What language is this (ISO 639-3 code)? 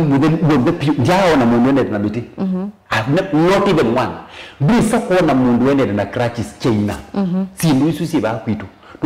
kam